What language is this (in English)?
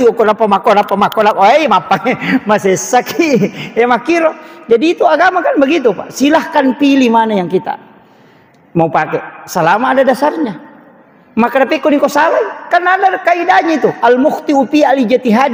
Buginese